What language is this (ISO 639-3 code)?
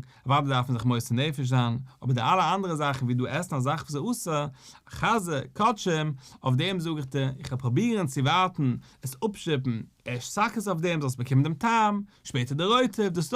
yid